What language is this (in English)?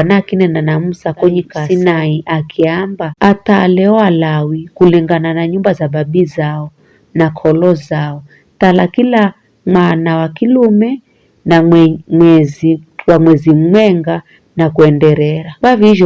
Giryama